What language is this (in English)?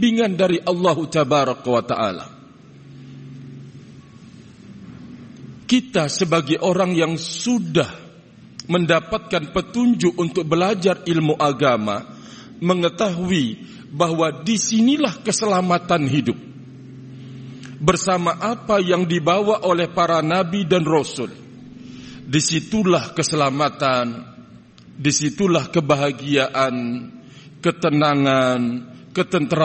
Indonesian